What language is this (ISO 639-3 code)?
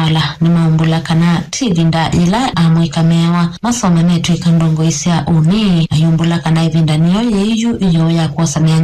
kam